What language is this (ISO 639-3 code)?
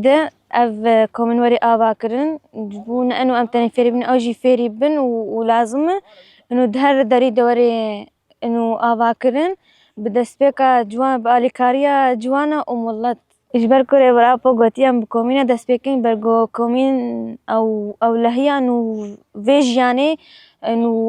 kur